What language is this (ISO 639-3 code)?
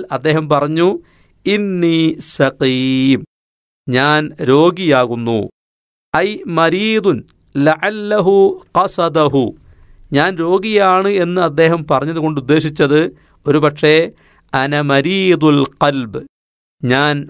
mal